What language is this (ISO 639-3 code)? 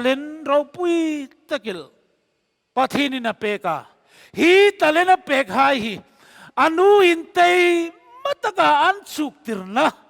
hmr